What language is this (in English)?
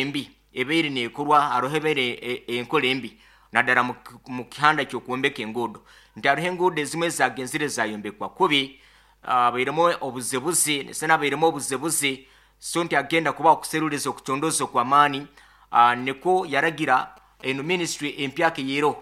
Nyankole